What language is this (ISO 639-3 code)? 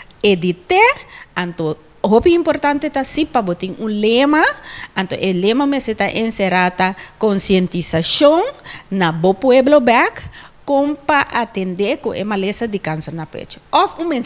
pap